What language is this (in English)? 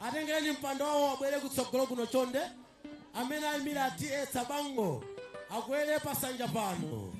Nyanja